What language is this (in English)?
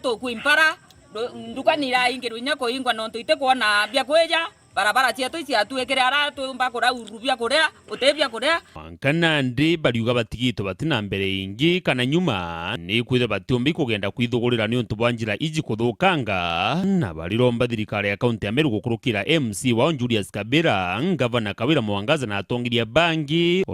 Meru